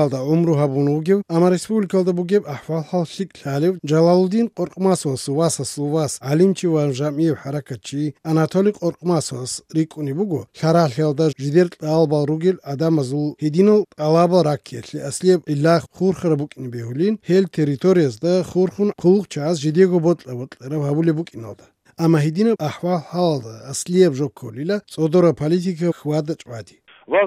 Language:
Avaric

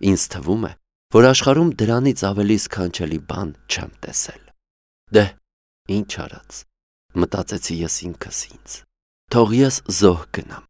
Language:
Armenian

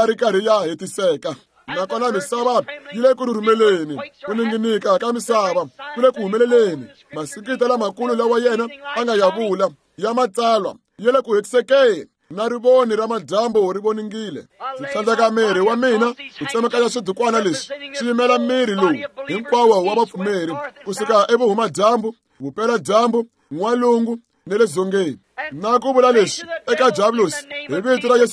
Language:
Tsonga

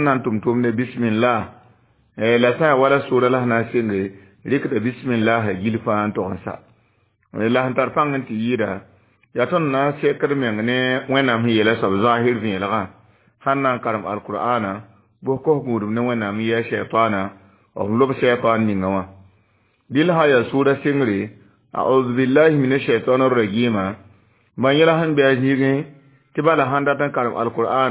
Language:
Mossi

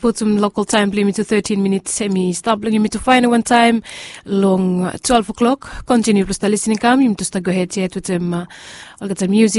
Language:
Bislama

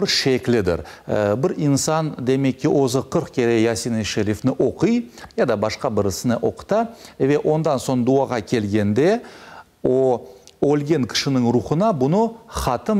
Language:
Crimean Tatar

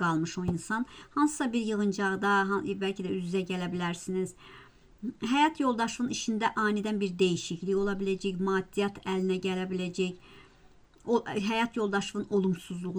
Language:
Azerbaijani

